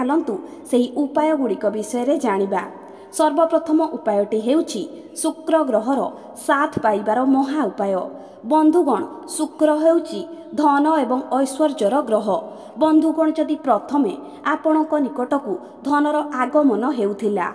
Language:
Odia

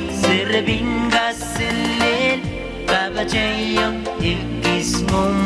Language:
Pohnpeian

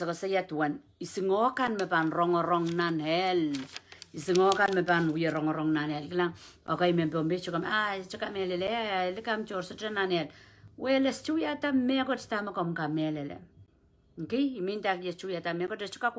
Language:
Pohnpeian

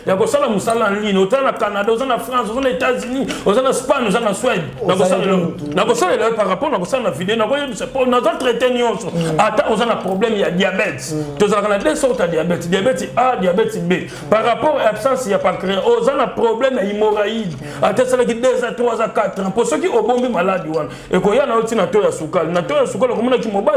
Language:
Lingala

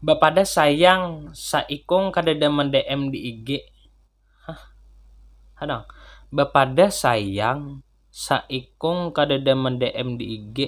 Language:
Banjar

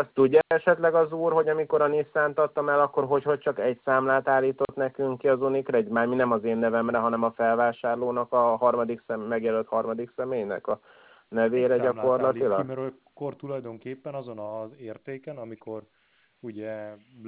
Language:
Hungarian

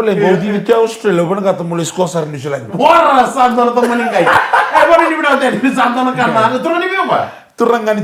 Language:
Fijian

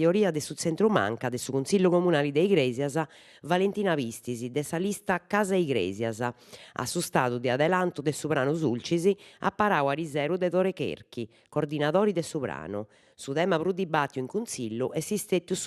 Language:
Sardinian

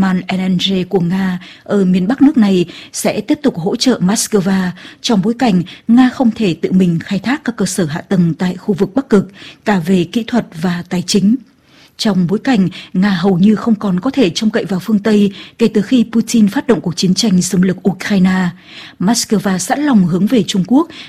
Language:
Vietnamese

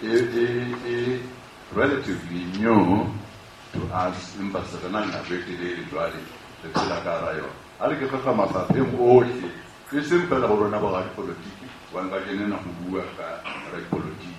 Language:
Southern Sotho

